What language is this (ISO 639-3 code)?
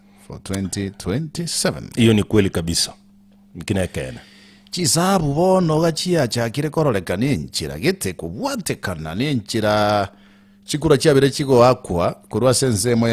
guz